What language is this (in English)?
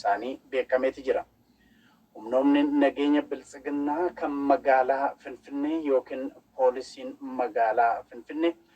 Oromo